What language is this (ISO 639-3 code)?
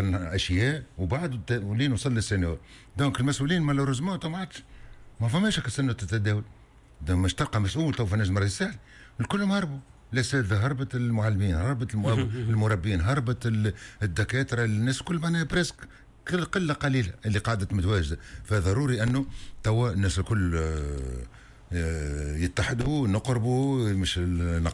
aeb